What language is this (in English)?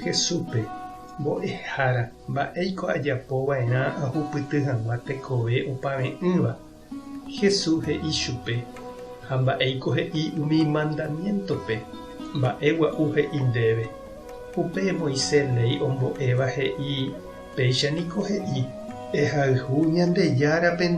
Guarani